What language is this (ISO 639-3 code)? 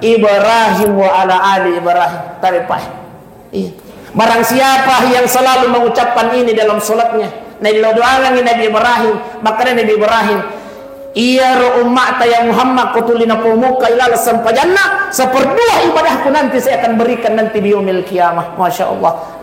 bug